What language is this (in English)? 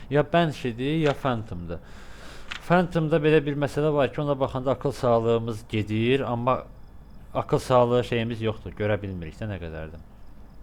Azerbaijani